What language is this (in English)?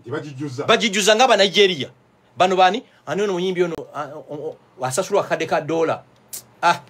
Ganda